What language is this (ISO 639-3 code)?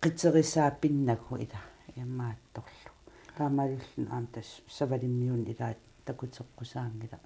kal